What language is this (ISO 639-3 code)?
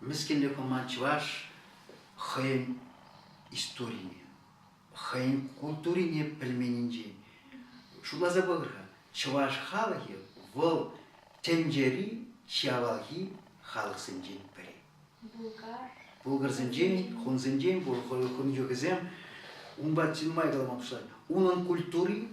chv